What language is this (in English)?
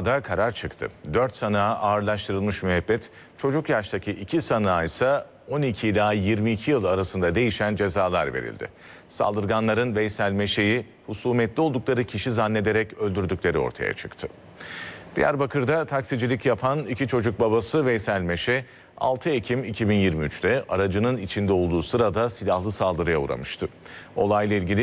Turkish